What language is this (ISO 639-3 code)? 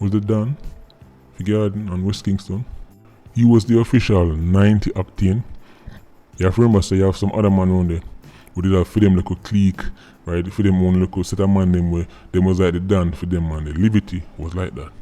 jam